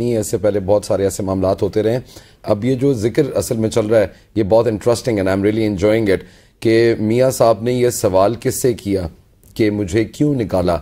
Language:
Urdu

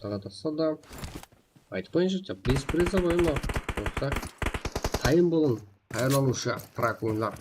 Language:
Kara-Kalpak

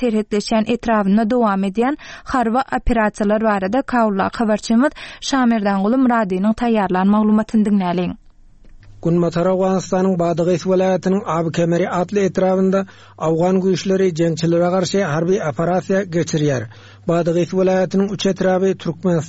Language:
Turkmen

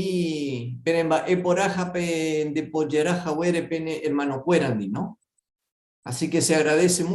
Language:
Guarani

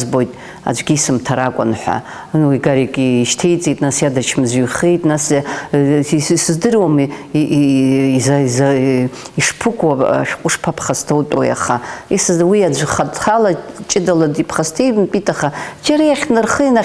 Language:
Abkhazian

